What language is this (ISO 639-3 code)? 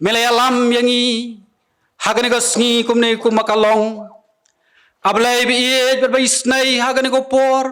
kha